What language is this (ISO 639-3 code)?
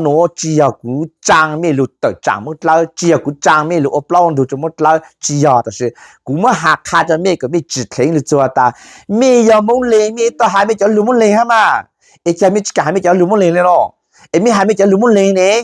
hmn